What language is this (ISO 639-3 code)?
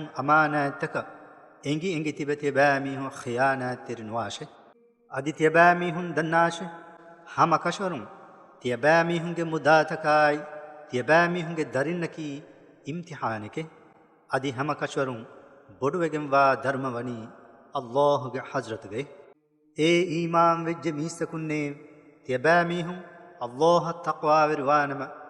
div